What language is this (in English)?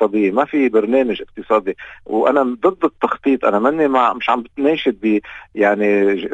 North Levantine Arabic